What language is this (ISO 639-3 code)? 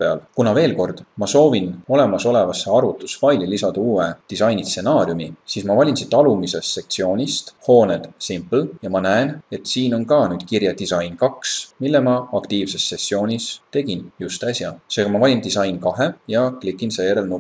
est